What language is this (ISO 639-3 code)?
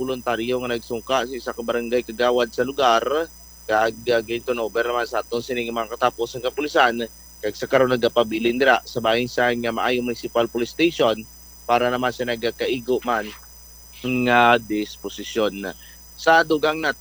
hil